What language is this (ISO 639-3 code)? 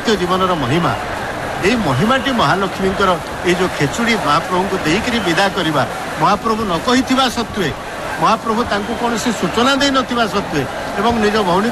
ori